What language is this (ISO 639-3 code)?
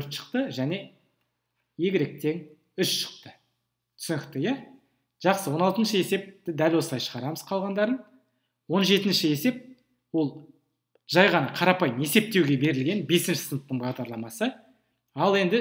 kaz